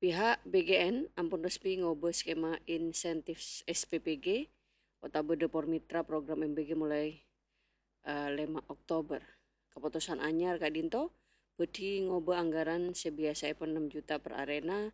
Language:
Madurese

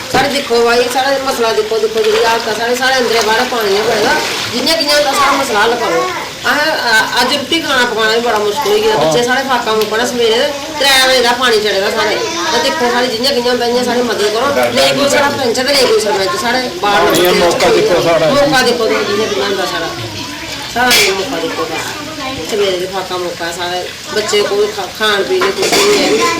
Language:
Dogri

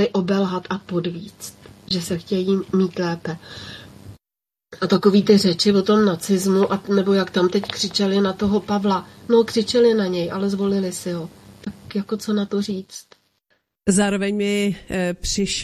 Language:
Czech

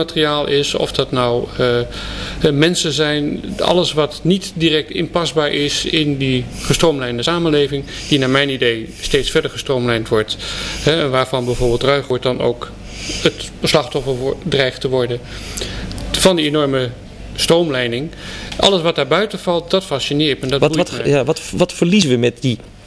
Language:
Dutch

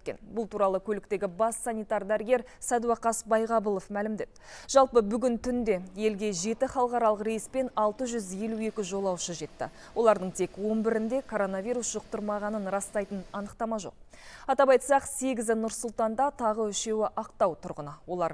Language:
Kazakh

